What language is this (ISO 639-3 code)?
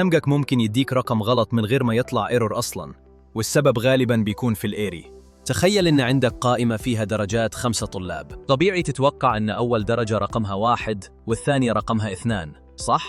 arz